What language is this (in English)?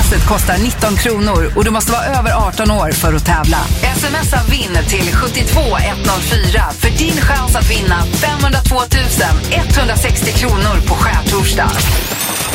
Swedish